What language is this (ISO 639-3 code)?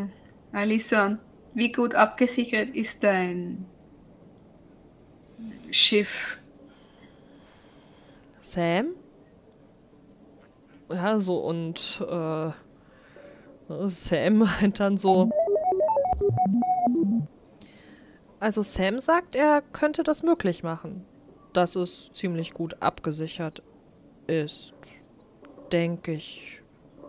deu